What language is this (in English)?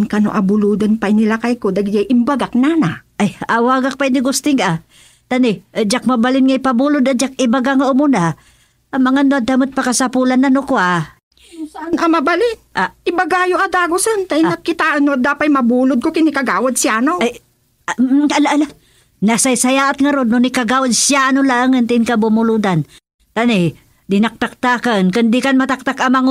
Iloko